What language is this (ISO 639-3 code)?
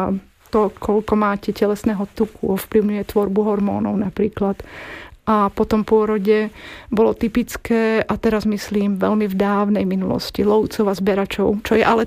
slk